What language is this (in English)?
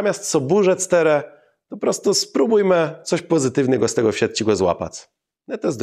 Kashubian